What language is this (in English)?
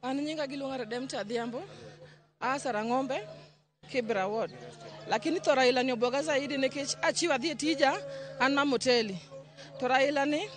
Luo (Kenya and Tanzania)